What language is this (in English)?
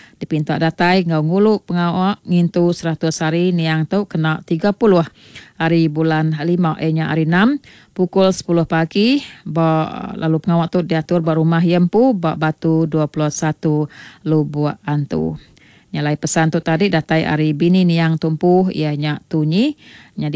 Iban